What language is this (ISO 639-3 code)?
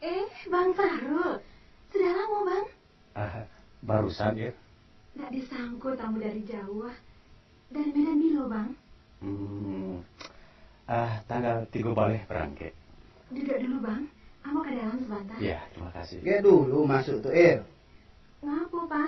min